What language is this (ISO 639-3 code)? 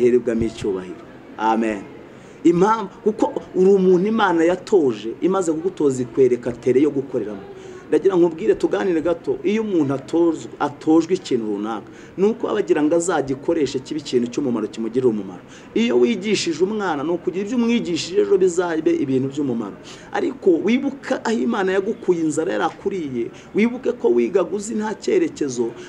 kin